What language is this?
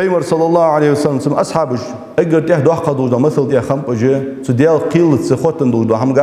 Ingush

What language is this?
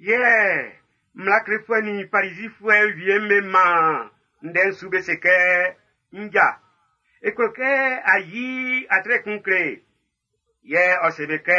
Baoulé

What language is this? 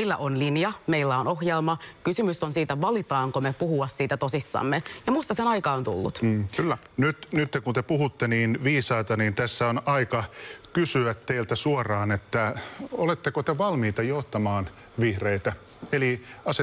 Finnish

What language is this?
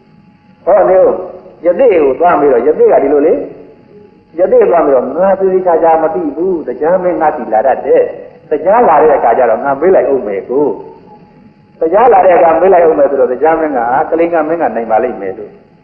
Burmese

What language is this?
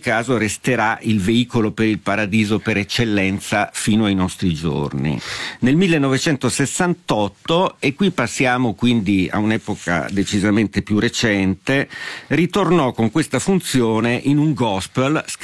Italian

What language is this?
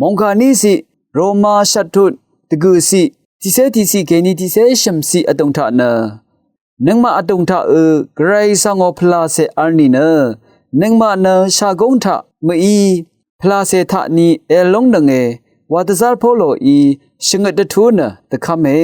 Rawang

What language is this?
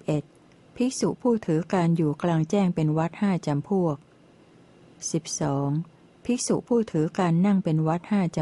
Thai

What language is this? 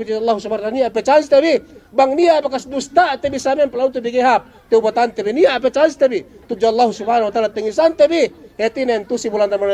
Yakan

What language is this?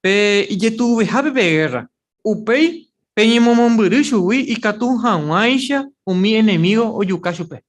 Guarani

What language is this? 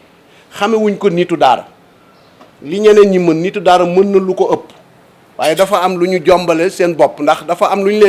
Wolof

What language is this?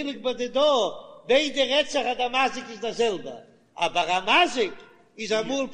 Yiddish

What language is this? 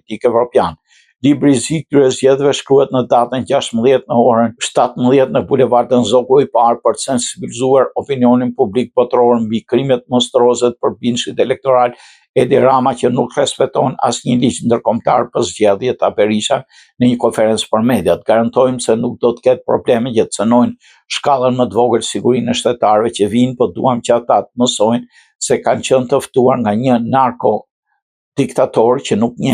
Albanian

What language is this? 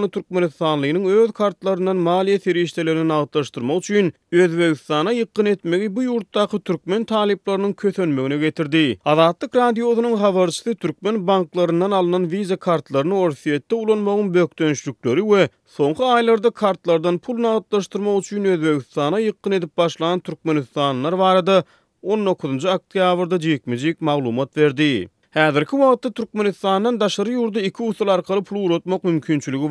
Turkmen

